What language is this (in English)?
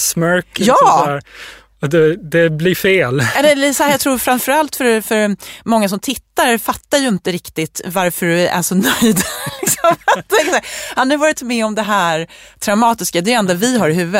Swedish